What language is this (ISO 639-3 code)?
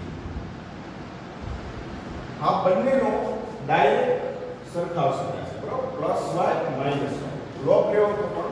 guj